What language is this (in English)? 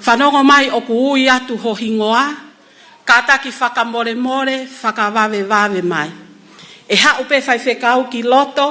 Tongan